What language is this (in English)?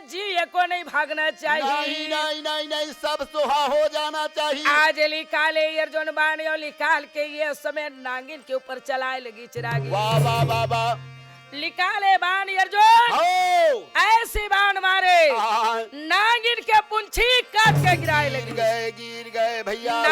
Chhattisgarhi